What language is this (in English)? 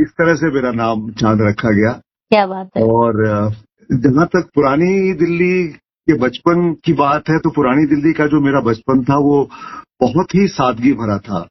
Hindi